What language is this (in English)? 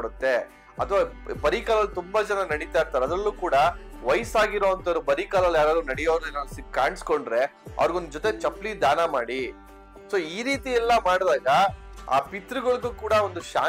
Kannada